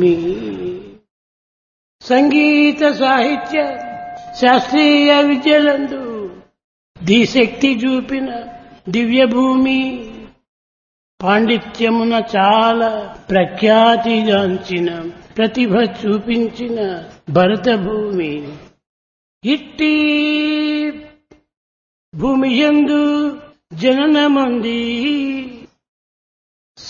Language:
Telugu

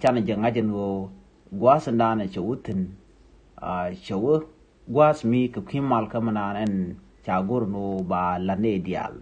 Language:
Nuer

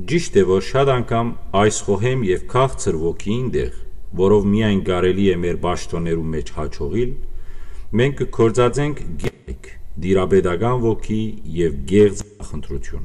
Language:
Western Armenian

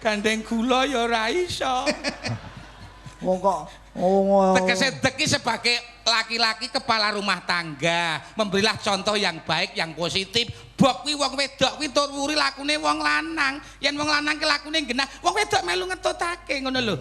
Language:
Javanese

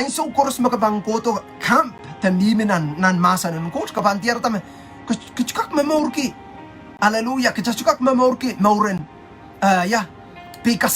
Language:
Pohnpeian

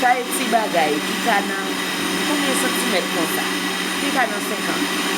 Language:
Haitian Creole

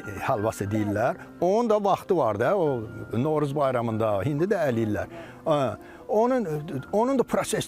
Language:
Azerbaijani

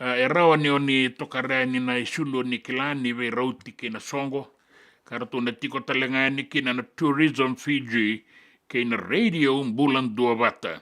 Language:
Fijian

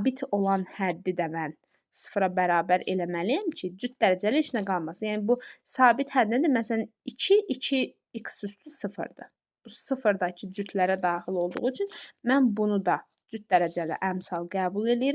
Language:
Azerbaijani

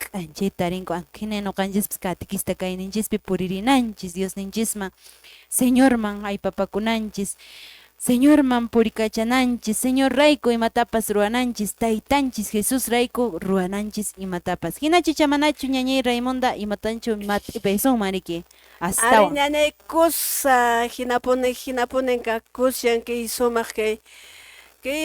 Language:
Quechua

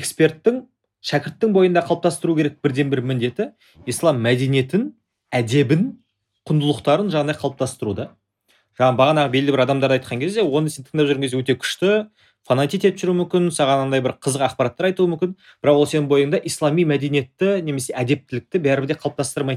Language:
Kazakh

